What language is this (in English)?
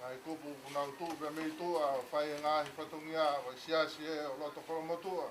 Tongan